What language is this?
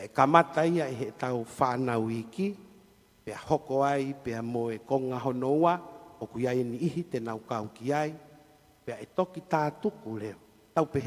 Tongan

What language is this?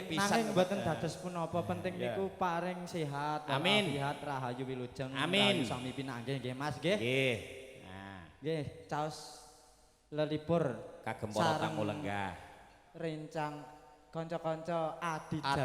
Javanese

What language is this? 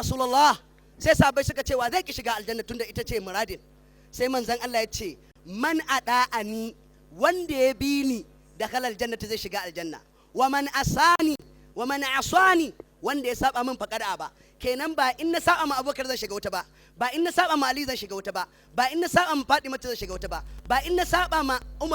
Hausa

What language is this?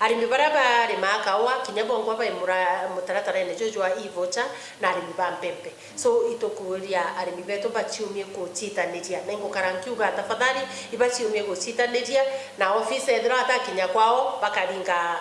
Meru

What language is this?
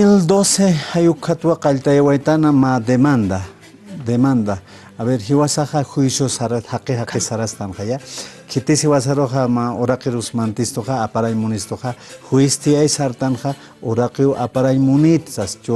Aymara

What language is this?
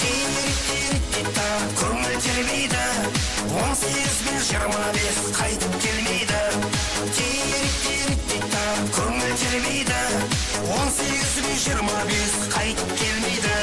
Kara-Kalpak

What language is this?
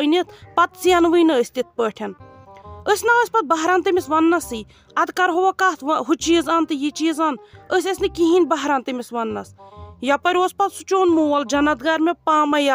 Kashmiri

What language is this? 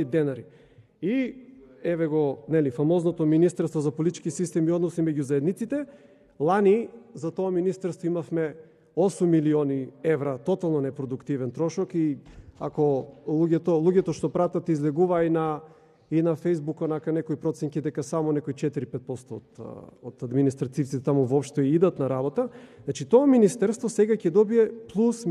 Macedonian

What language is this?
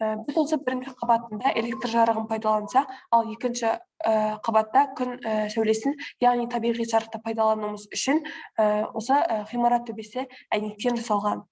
Kazakh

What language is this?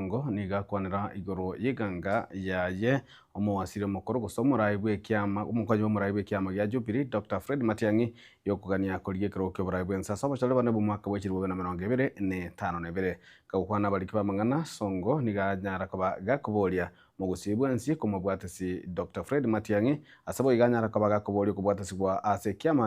Gusii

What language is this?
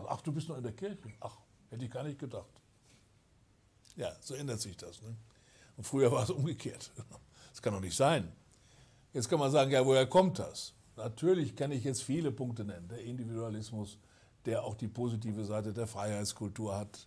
German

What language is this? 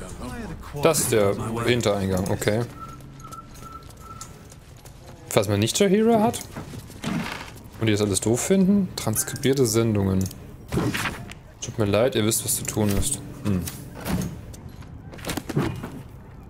German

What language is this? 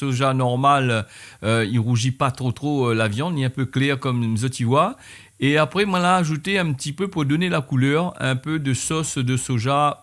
Réunion Creole French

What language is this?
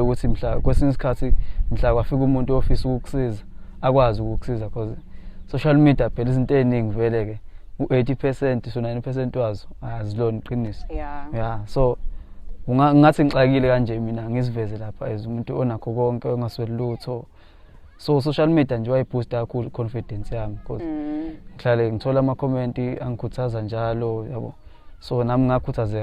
Zulu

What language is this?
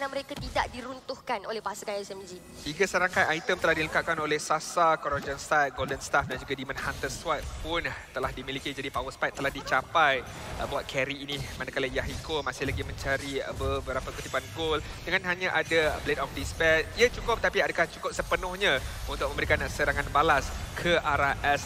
Malay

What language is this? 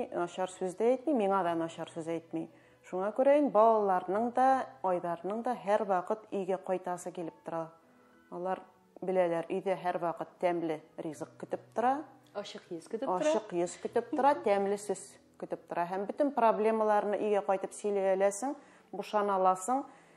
Tatar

